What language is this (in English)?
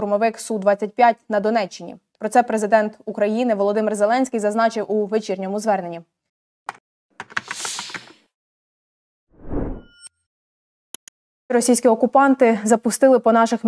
Ukrainian